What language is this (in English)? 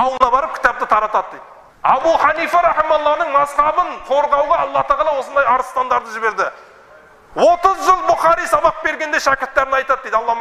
Kazakh